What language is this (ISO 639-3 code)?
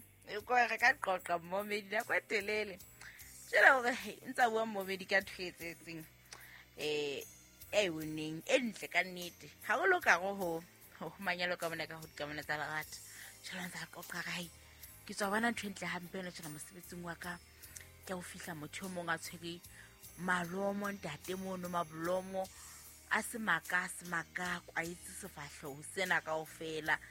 sot